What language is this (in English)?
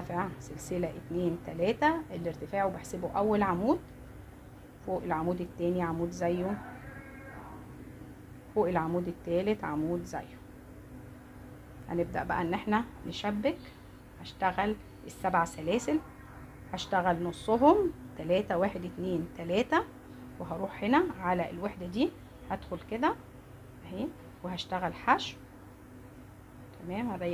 Egyptian Arabic